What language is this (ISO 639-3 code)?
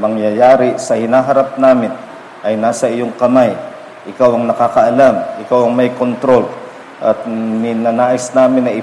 fil